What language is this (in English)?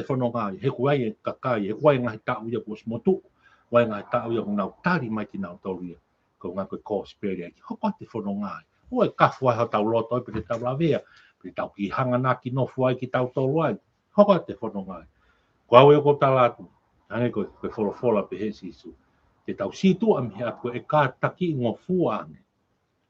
Tongan